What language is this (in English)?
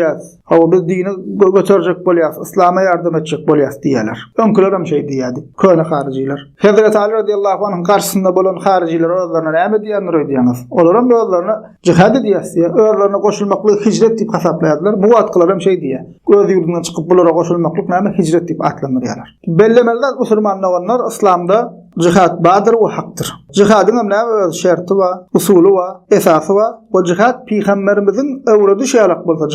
Turkmen